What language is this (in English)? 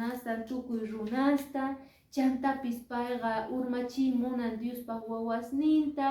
Quechua